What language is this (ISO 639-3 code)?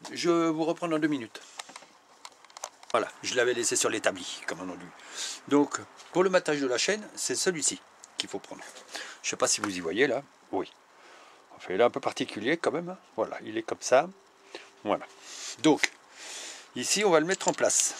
fra